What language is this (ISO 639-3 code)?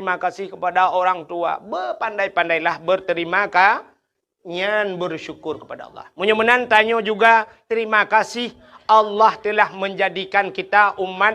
ace